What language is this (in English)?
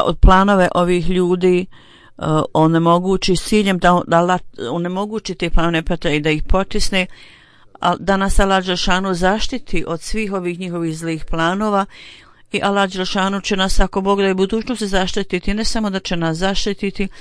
Bosnian